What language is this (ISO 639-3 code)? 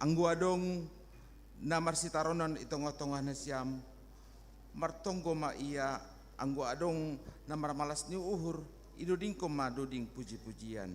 bts